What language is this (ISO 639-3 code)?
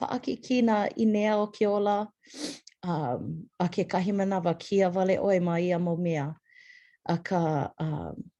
haw